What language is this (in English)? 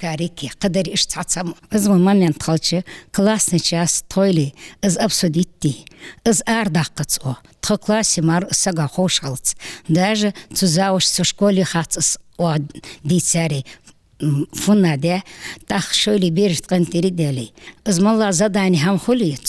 Ingush